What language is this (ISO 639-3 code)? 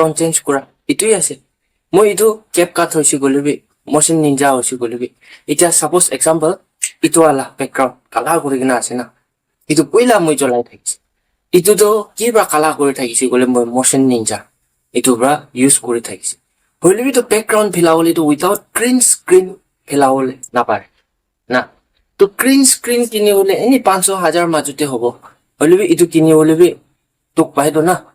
nag